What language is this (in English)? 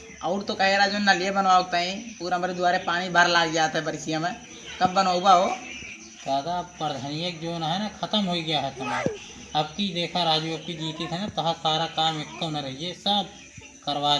Awadhi